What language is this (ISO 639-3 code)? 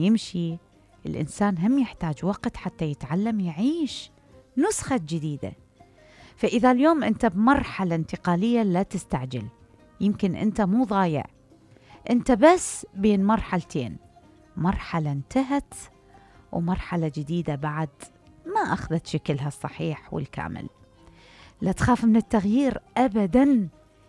acm